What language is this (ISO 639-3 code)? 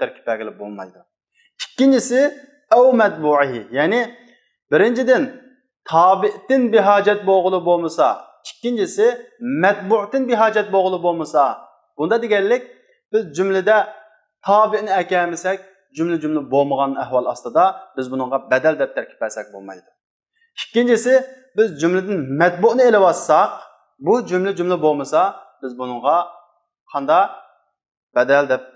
uig